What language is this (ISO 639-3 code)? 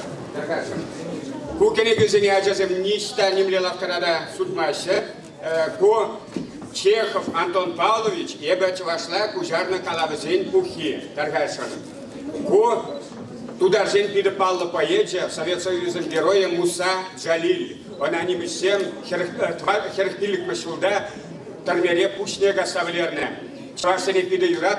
chv